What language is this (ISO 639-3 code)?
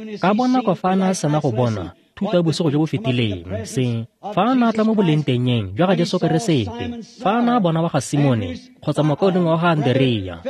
tsn